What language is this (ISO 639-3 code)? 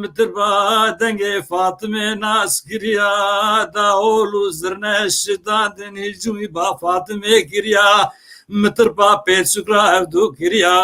kur